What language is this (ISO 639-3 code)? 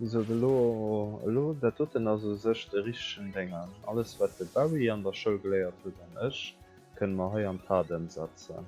ltz